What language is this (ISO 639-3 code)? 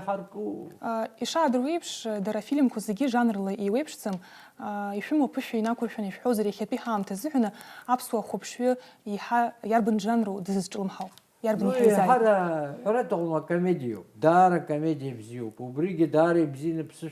abk